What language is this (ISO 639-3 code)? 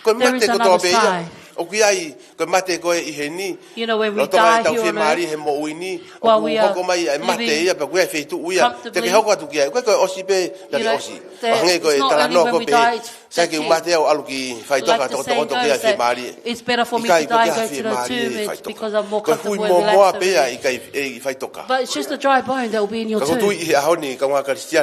ton